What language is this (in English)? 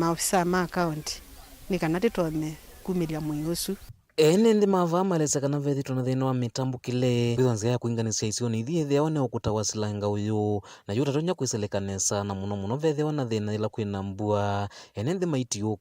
Kamba